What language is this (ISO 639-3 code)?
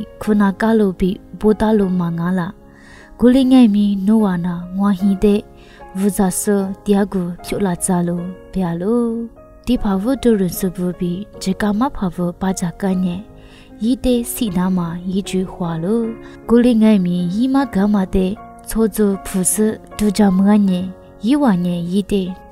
lis